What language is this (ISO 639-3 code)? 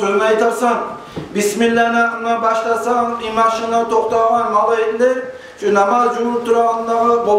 kum